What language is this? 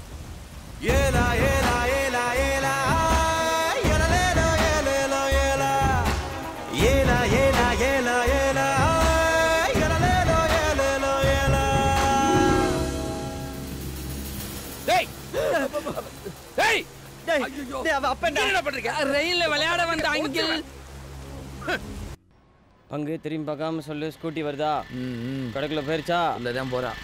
Tamil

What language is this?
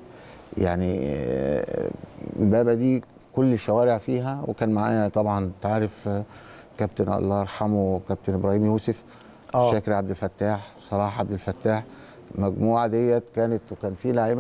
Egyptian Arabic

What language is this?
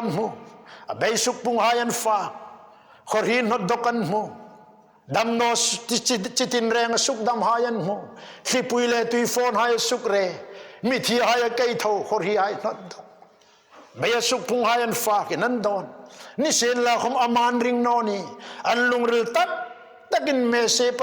Hmar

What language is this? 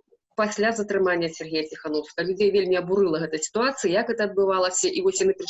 Belarusian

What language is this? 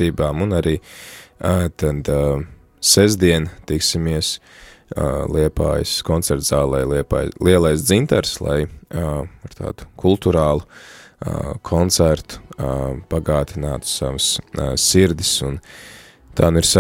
Latvian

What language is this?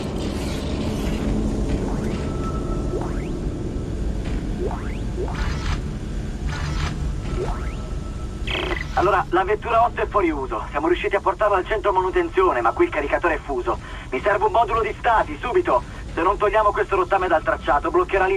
Italian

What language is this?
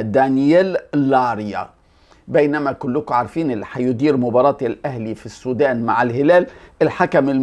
Egyptian Arabic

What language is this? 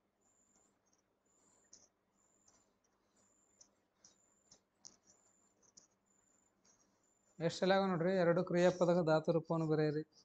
Kannada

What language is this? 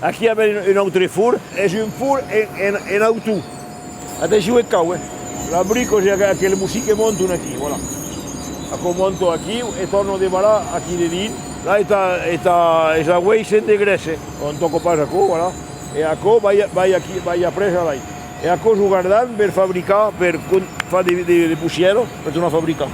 Occitan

